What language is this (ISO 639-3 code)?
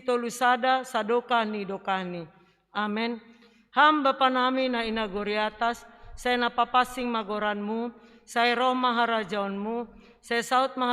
bts